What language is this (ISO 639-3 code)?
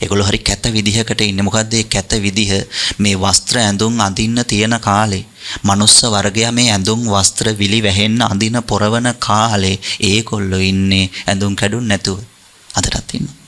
sin